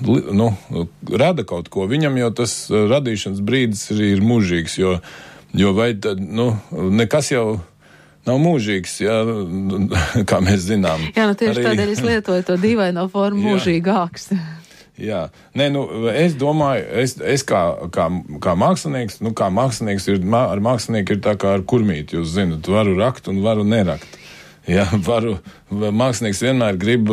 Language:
Latvian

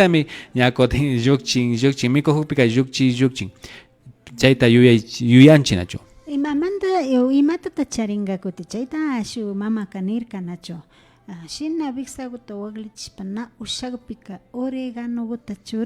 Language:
Imbabura Highland Quichua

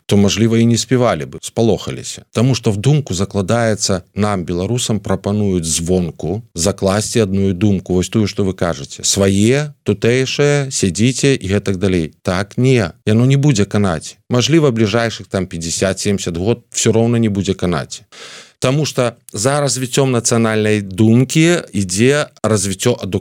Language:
Belarusian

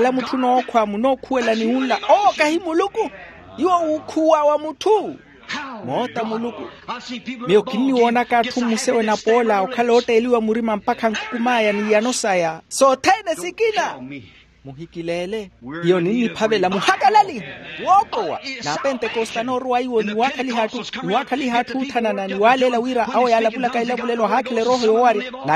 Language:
Makhuwa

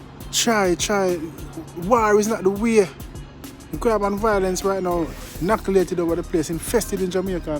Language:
Jamaican Creole English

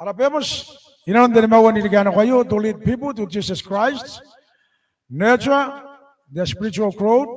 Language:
Gilbertese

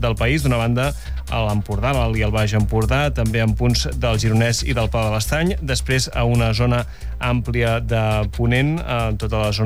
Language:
Catalan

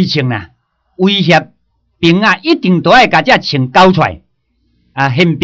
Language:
Min Nan Chinese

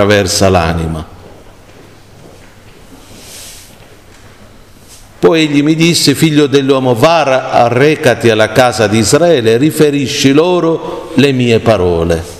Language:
Italian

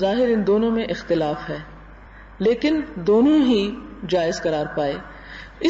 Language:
Urdu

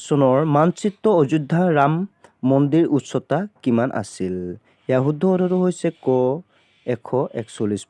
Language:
Assamese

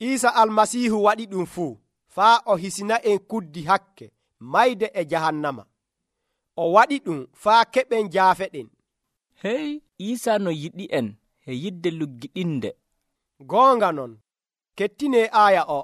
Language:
Nigerian Fulfulde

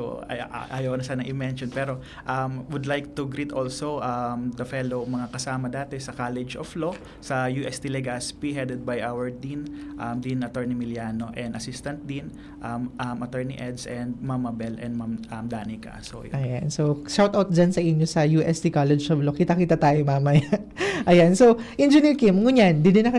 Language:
Bikol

